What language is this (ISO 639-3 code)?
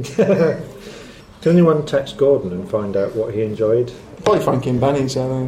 eng